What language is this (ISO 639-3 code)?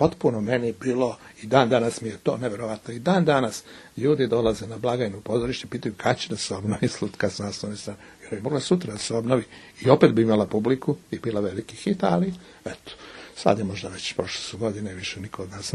srp